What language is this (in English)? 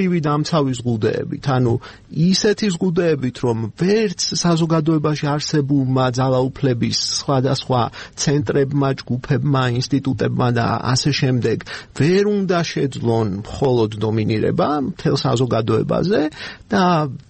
Georgian